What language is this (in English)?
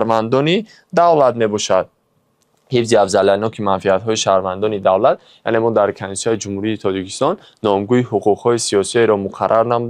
Tajik